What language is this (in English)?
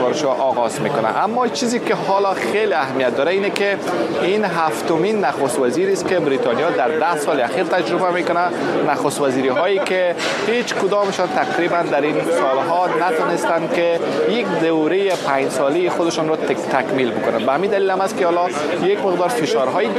Persian